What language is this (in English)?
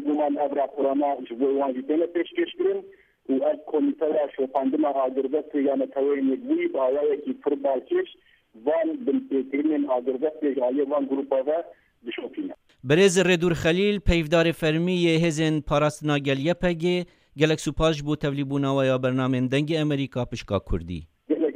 Kurdish